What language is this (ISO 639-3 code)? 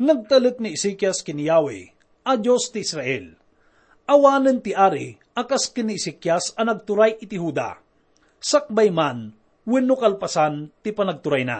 ilo